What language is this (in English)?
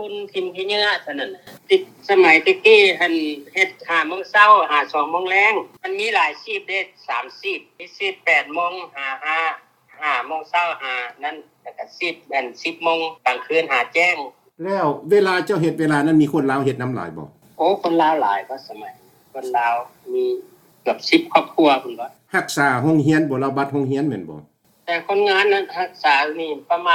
Lao